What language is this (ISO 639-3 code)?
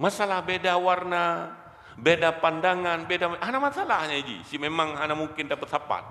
ace